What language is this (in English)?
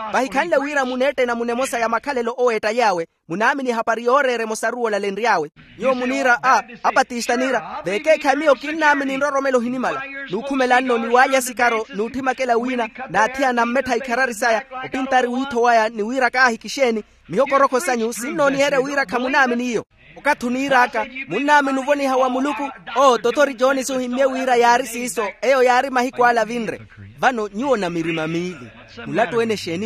Makhuwa